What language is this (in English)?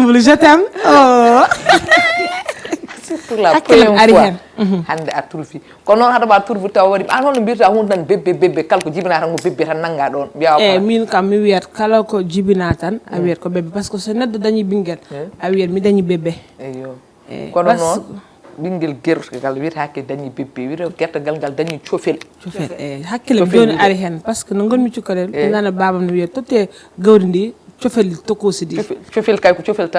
Fula